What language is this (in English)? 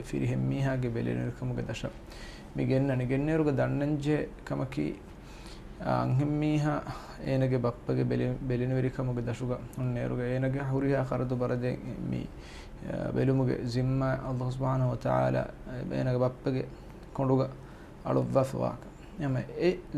Divehi